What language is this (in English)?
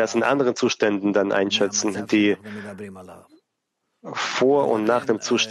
German